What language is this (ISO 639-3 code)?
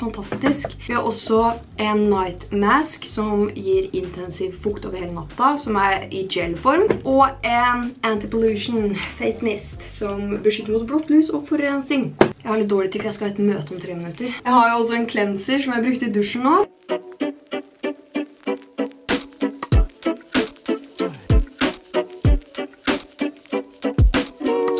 nor